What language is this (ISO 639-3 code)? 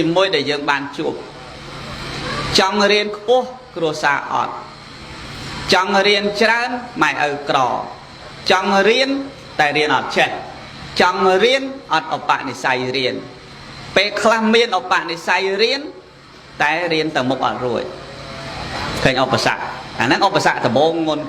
khm